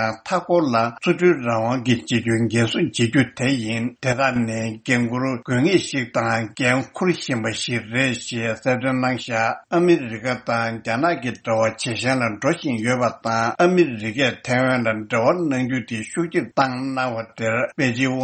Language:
Tibetan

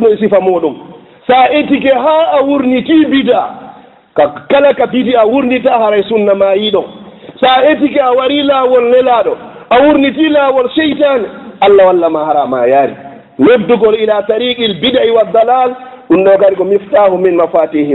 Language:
Fula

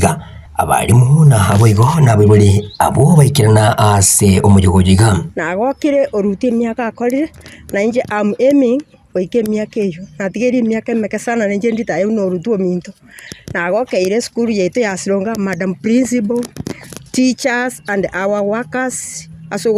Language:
Gusii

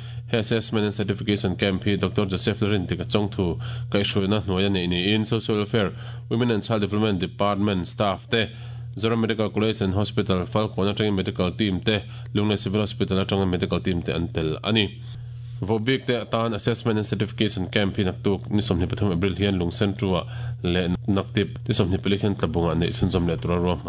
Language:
Mizo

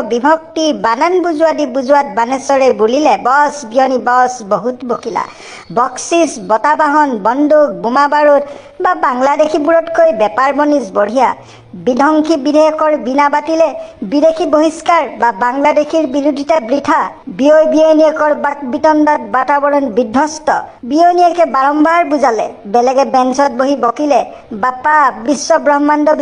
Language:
Assamese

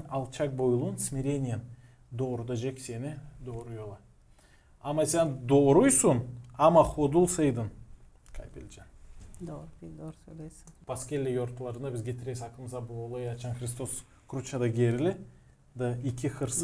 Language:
Gagauz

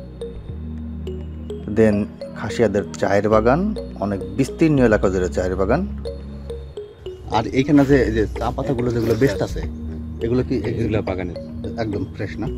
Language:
Bangla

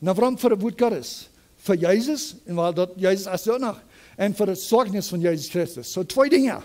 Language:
Plautdietsch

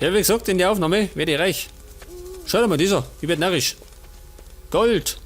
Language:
Bavarian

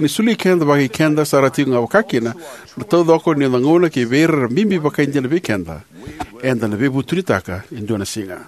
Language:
Fijian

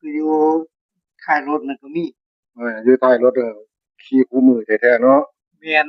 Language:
Northeastern Thai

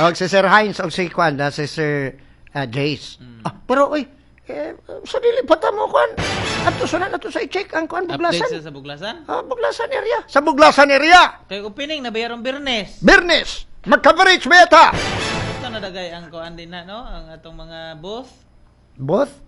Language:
Cebuano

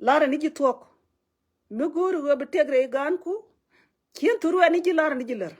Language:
Nuer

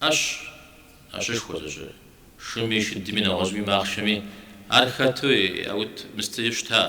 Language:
Kabardian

